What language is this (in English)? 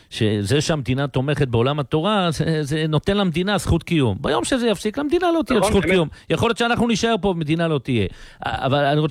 Hebrew